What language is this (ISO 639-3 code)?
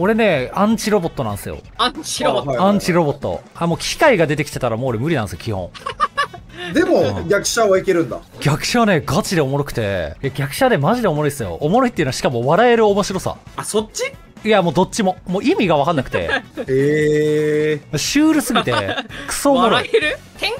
jpn